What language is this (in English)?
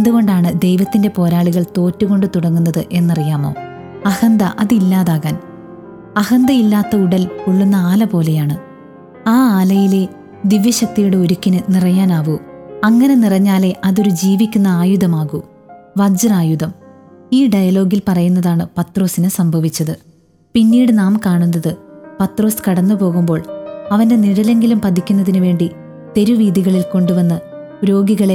Malayalam